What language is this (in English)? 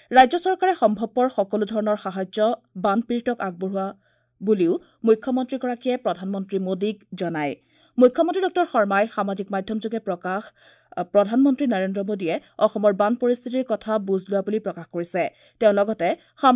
Assamese